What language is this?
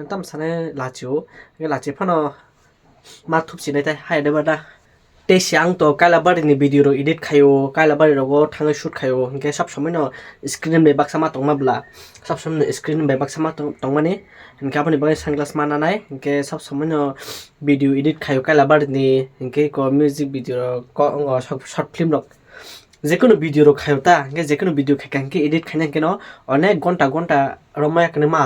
Kok Borok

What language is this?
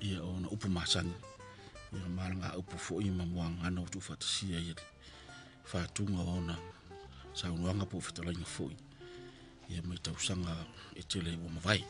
Samoan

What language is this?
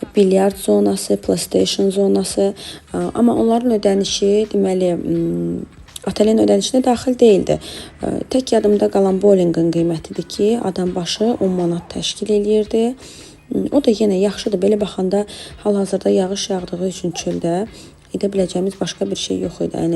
Azerbaijani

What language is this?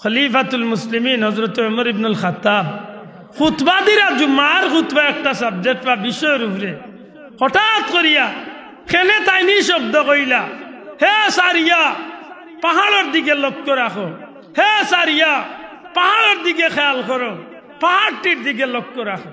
Sylheti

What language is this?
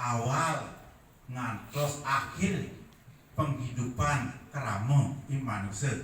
Balinese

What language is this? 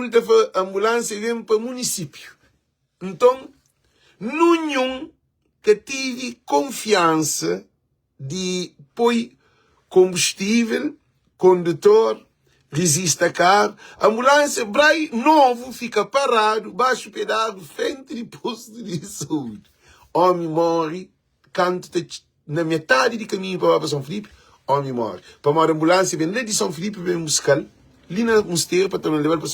Kabuverdianu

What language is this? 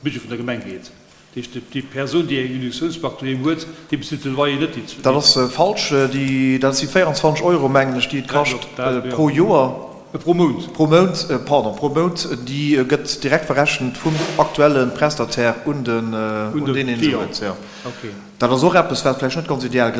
Luxembourgish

